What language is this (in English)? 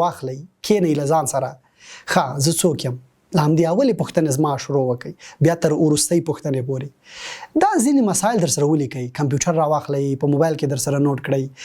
Pashto